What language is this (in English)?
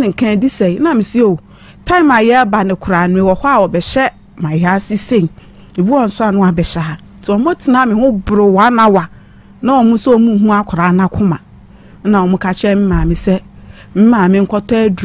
Akan